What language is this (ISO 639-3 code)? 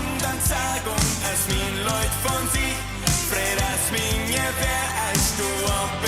pdt